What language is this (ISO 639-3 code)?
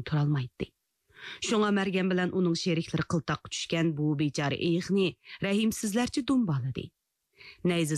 uig